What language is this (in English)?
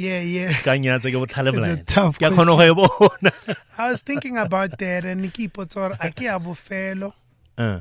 Tswana